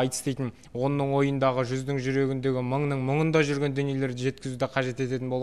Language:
Kazakh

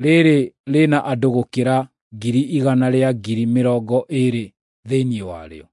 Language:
Kikuyu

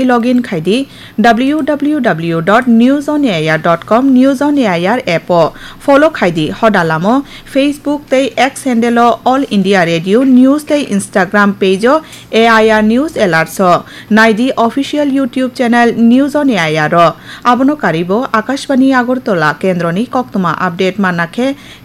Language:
Kok Borok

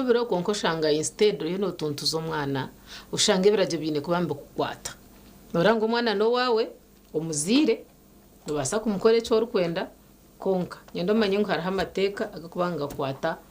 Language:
Nyankole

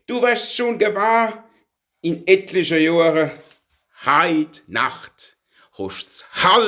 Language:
Palatine German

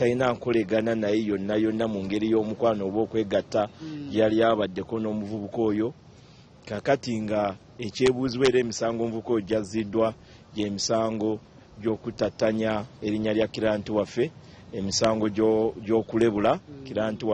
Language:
Ganda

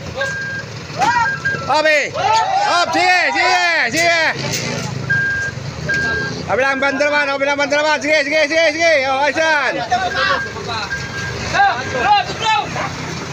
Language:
Filipino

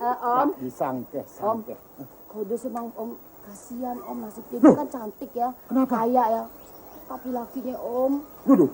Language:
Betawi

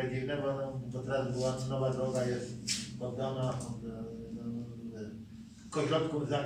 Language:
Polish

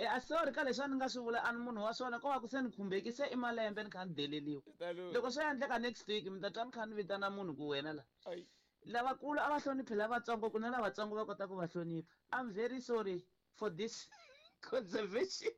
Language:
Tsonga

